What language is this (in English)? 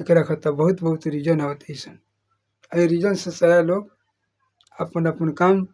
Bhojpuri